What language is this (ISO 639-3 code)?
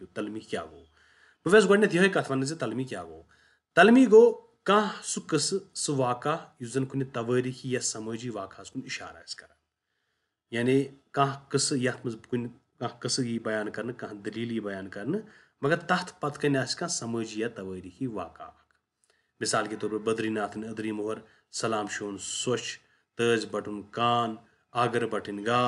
kas